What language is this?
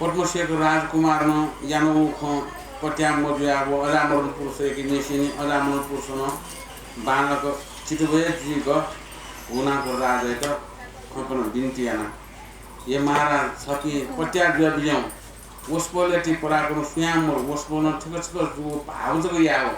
Newari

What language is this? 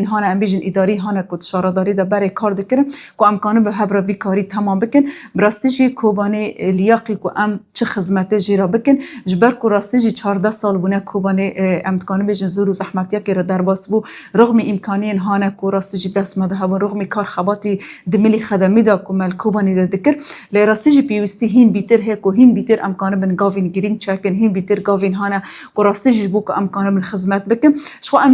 Kurdish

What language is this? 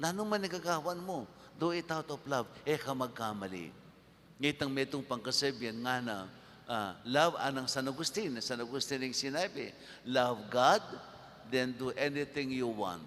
Pampanga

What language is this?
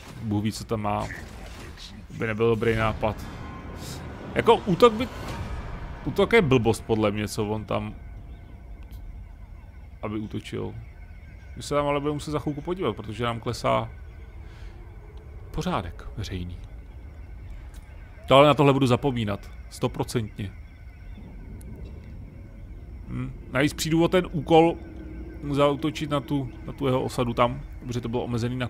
Czech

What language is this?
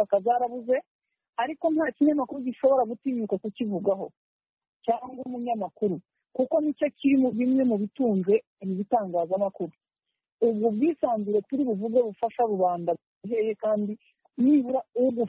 Kinyarwanda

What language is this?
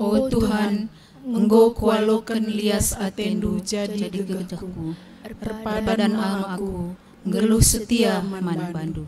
Batak Karo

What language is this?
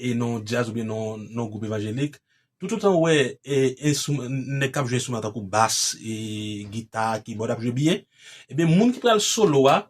Haitian Creole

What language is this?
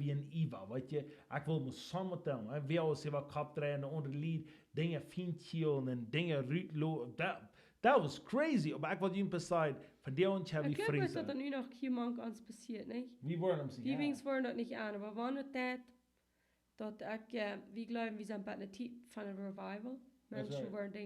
Plautdietsch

